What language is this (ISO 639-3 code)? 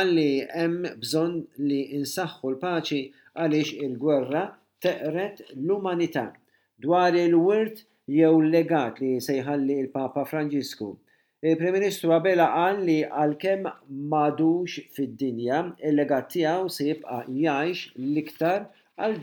mlt